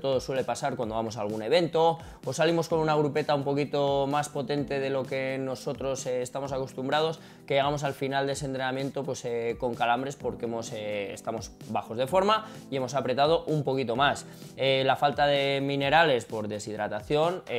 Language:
Spanish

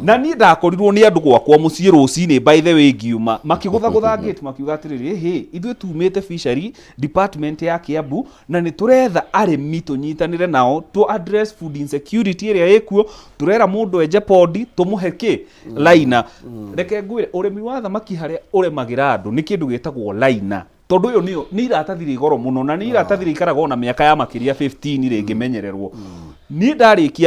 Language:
Kikuyu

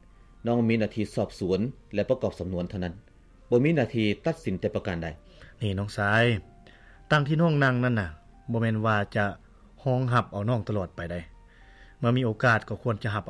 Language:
Lao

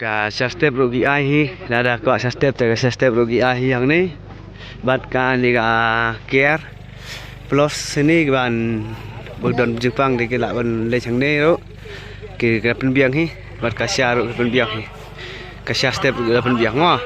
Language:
Khasi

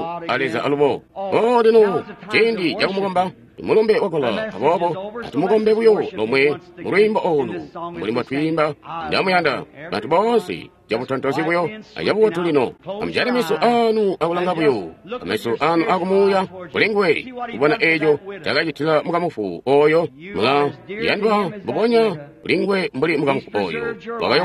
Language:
Tonga (Zambia)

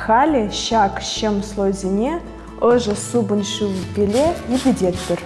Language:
Chuvash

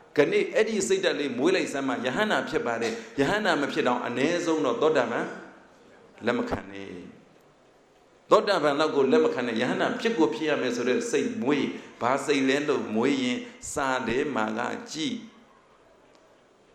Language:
Burmese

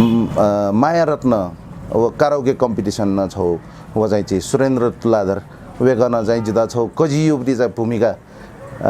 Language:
Newari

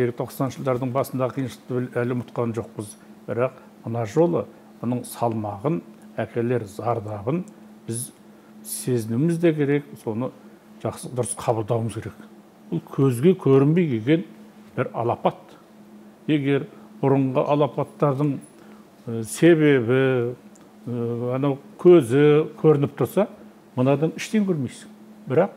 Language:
Kazakh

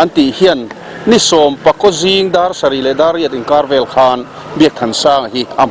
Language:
Mizo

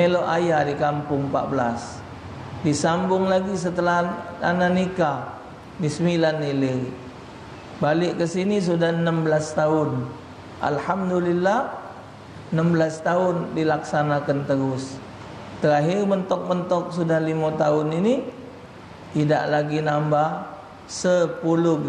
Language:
Musi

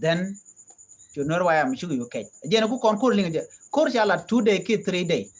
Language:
Nuer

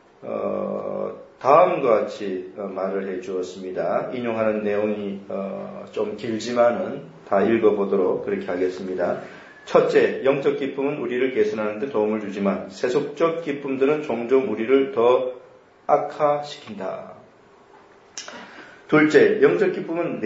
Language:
Korean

